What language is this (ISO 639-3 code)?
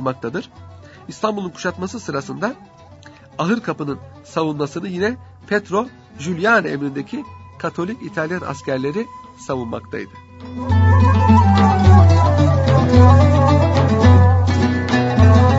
tur